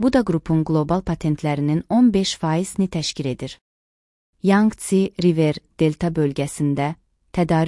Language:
Azerbaijani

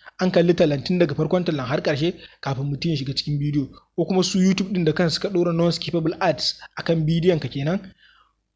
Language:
Hausa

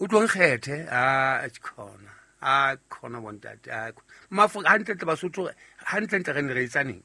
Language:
Southern Sotho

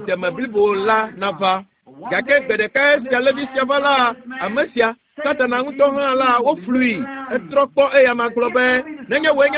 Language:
Ewe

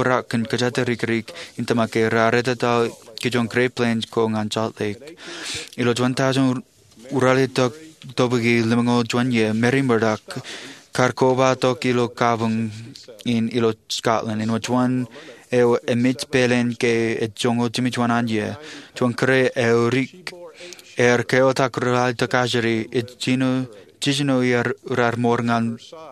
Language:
Marshallese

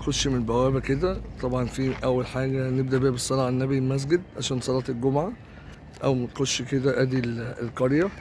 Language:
Egyptian Arabic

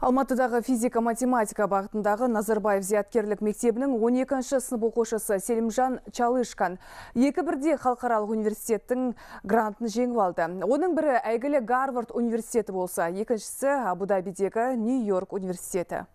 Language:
Kazakh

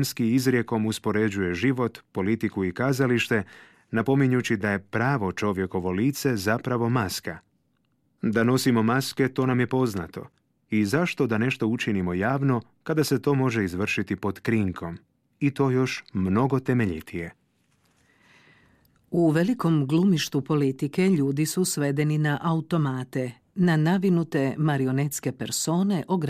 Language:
Croatian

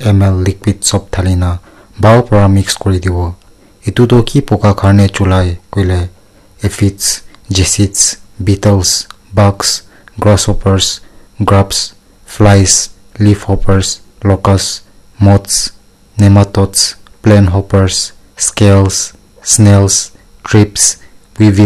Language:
Naga Pidgin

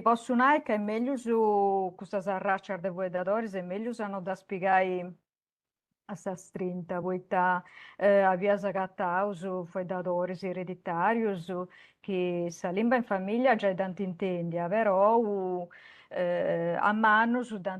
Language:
Sardinian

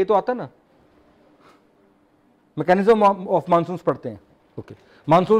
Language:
Hindi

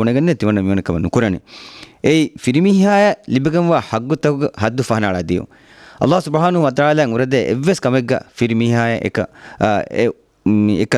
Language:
Divehi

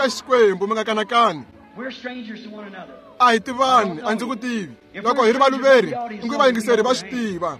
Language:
Tsonga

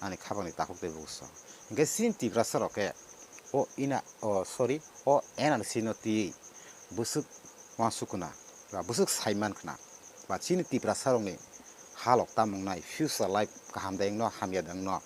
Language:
Kok Borok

